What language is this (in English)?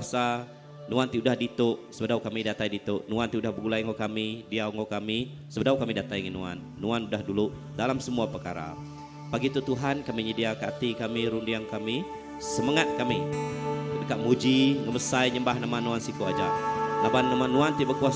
Iban